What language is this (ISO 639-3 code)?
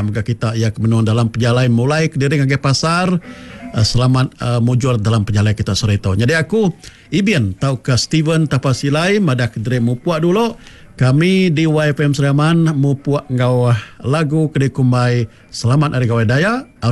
iba